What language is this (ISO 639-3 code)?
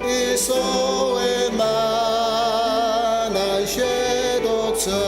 njo